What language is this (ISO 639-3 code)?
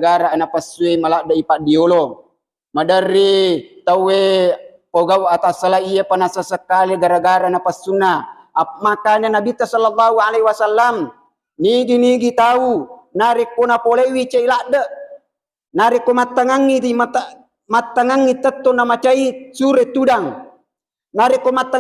bug